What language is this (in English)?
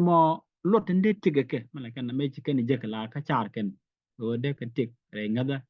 Nuer